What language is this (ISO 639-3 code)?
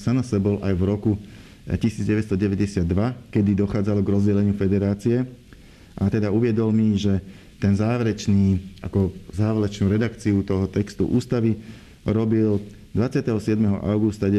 slk